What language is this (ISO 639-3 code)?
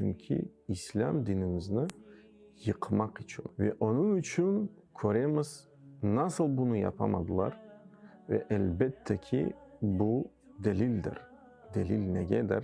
crh